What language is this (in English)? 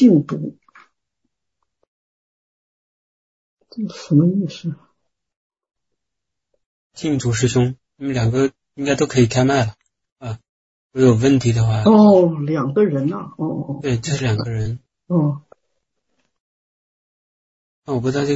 Chinese